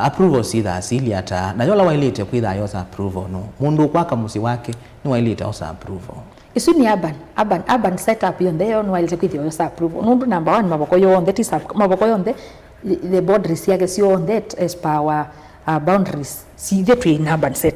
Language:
Kamba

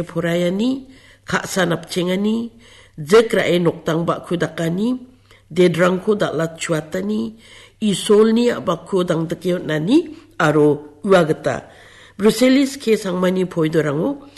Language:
Garo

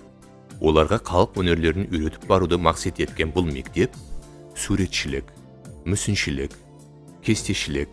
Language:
Kara-Kalpak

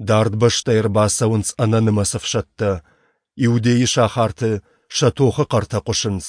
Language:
Ossetic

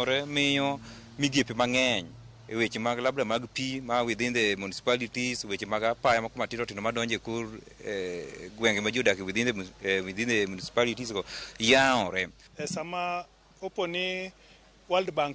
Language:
Luo (Kenya and Tanzania)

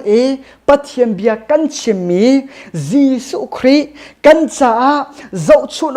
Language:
Hakha Chin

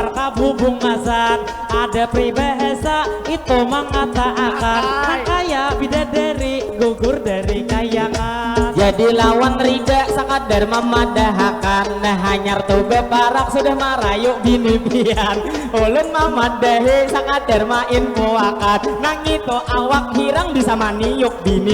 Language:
Banjar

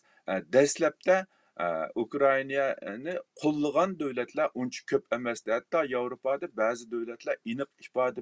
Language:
Uyghur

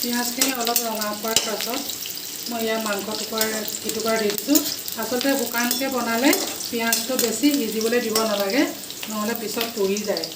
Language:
Assamese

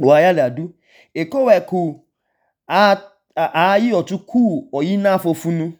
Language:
Idoma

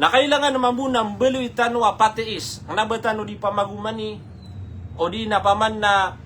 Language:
Maranao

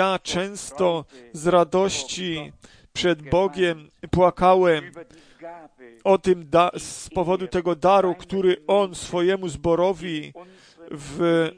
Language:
Polish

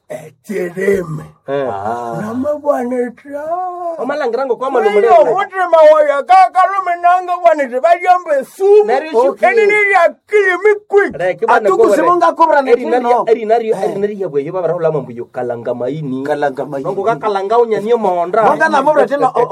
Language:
Nande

